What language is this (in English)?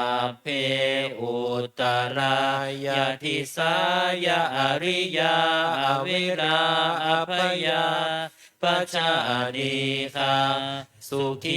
Pali